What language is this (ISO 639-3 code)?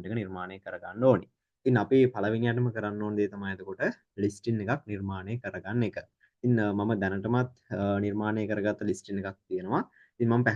sin